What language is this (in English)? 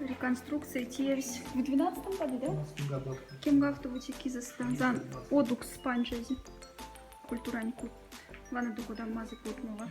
Moksha